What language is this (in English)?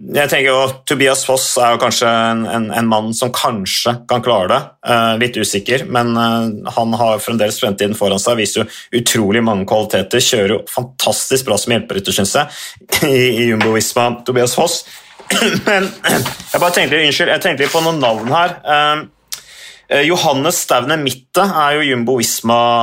Norwegian